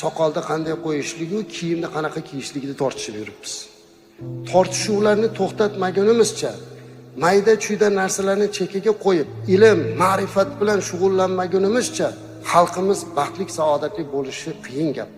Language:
Uzbek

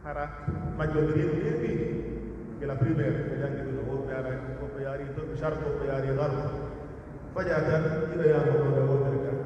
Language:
Pular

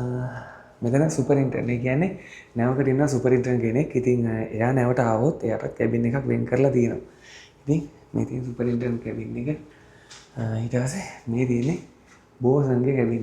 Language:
Sinhala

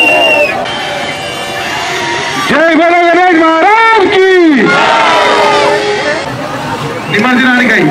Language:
Telugu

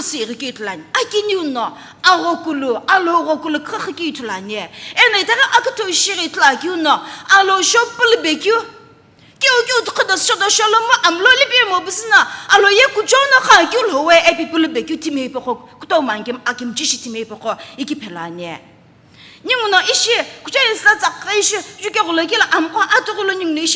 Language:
Sumi Naga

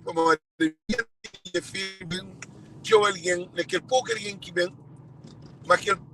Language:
Kabuverdianu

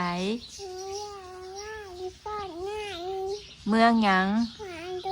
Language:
Northeastern Thai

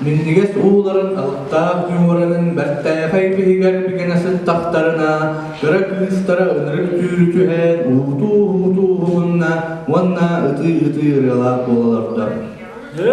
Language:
Yakut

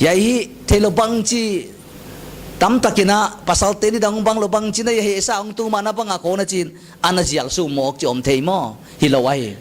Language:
Paite Chin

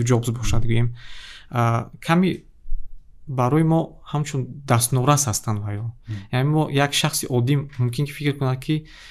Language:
Tajik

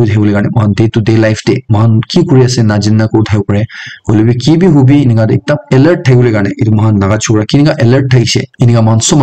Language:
Naga Pidgin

